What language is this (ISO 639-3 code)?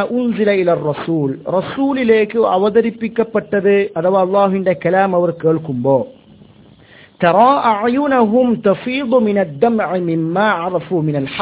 mal